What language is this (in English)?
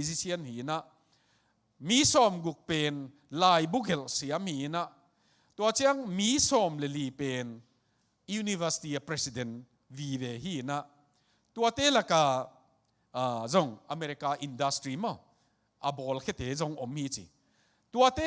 Tedim Chin